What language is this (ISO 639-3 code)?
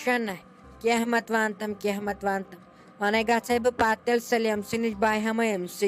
kas